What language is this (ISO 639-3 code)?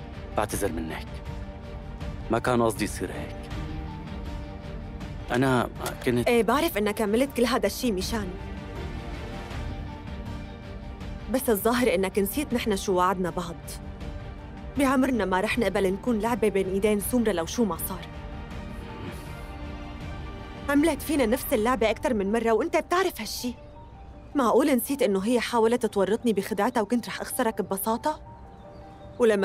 apc